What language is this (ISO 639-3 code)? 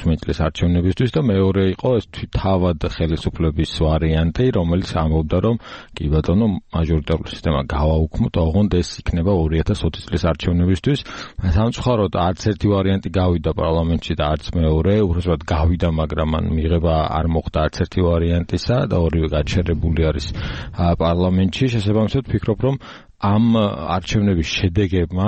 kat